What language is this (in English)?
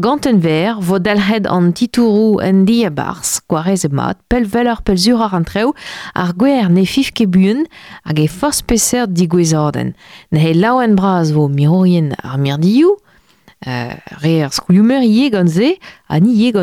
Breton